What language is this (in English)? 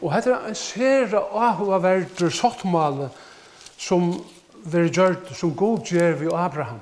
Faroese